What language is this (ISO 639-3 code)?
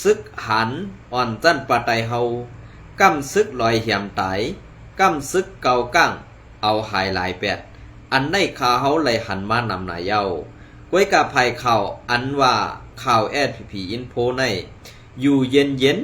shn